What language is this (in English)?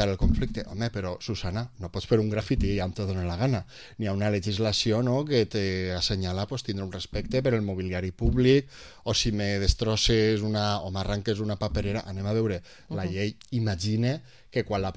Catalan